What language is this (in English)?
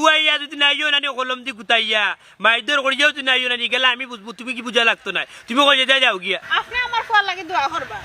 Sylheti